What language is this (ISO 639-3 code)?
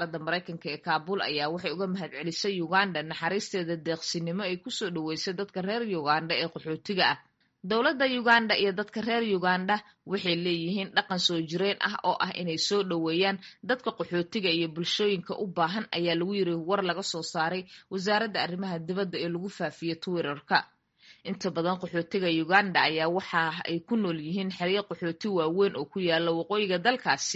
som